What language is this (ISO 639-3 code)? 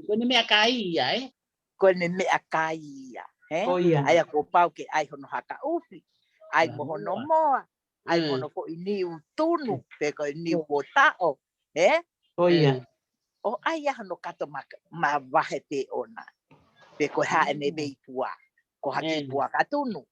ton